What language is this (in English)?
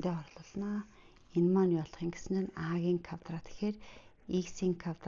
Mongolian